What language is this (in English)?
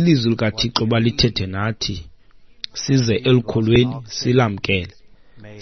Xhosa